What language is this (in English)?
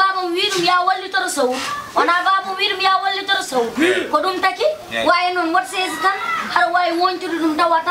Fula